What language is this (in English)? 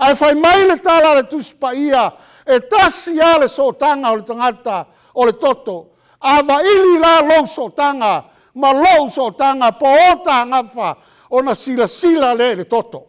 Samoan